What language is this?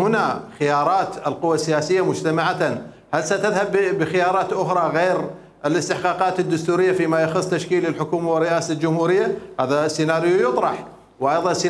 Mesopotamian Arabic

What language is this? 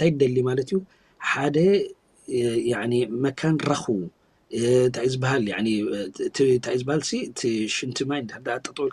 Tigrinya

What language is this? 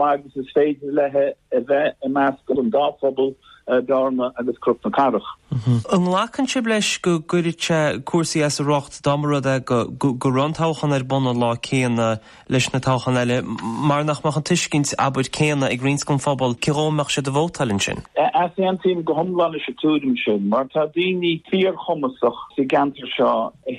Irish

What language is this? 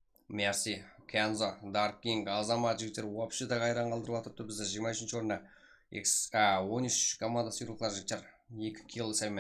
Kara-Kalpak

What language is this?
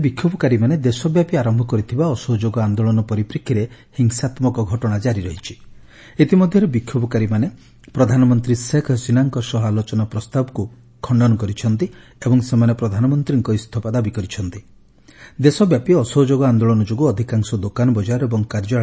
Odia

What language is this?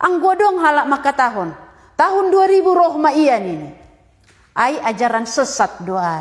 Batak Simalungun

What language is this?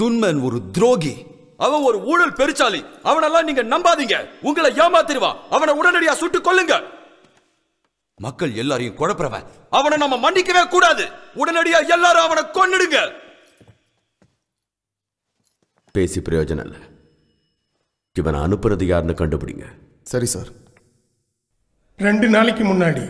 Tamil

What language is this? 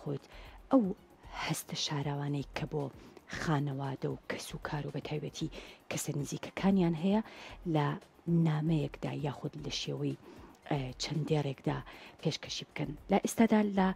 Central Kurdish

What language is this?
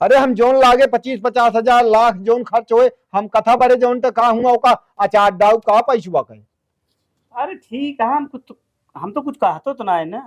Awadhi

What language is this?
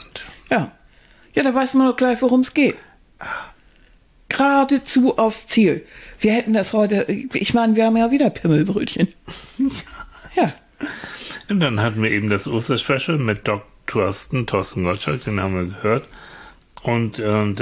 German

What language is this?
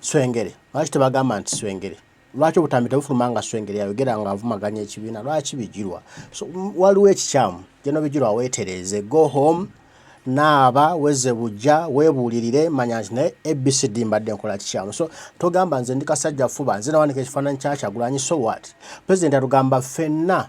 Ganda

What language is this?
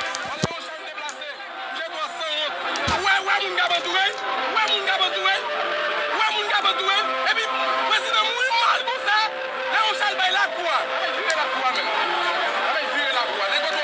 Haitian Creole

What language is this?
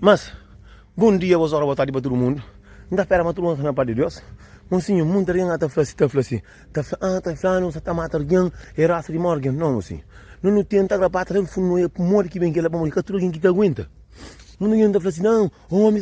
Kabuverdianu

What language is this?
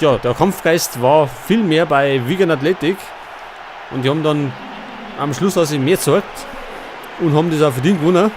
Bavarian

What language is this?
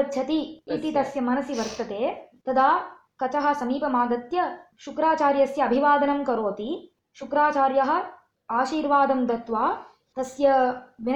Sanskrit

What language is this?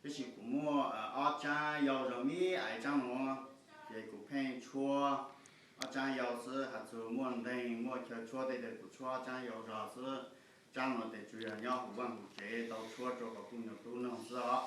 Hmong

